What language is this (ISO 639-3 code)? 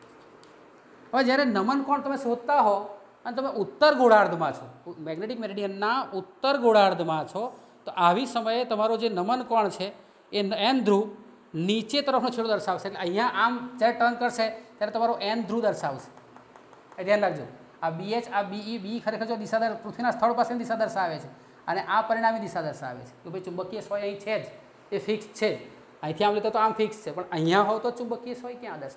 guj